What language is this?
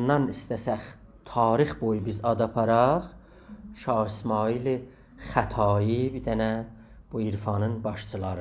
South Azerbaijani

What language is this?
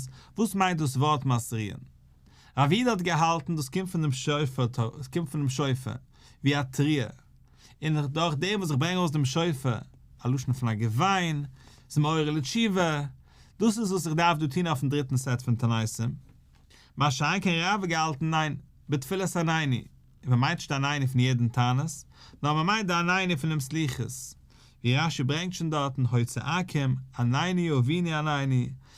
Yiddish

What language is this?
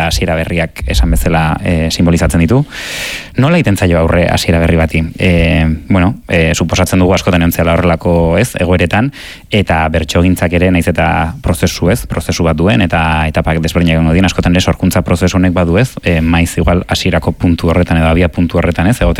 Basque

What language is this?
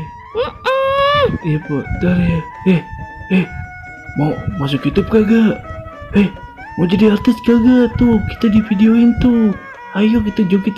Betawi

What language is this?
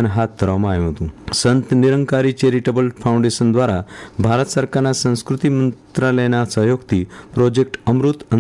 Gujarati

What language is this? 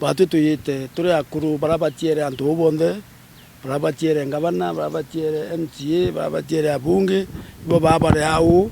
Meru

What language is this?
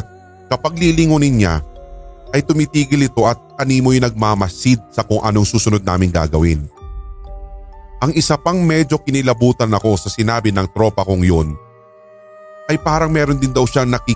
Filipino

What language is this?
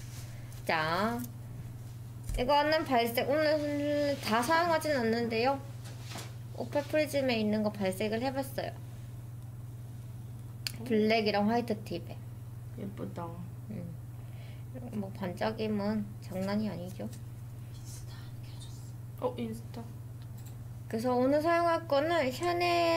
Korean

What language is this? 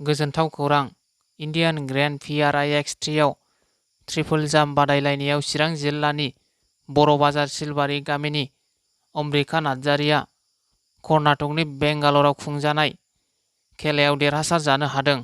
Bodo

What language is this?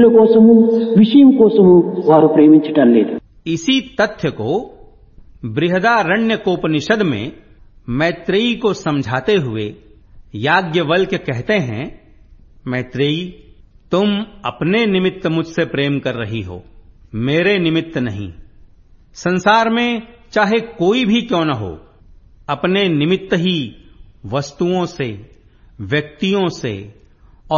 Hindi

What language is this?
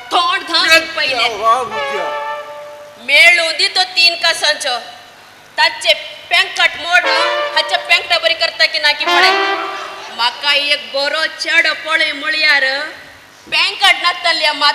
Konkani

